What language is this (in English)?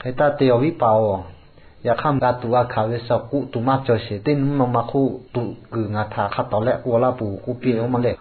Lahu